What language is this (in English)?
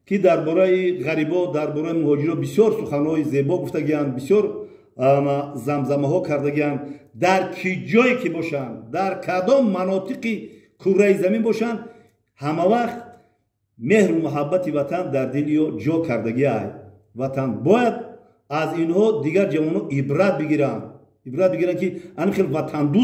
Tajik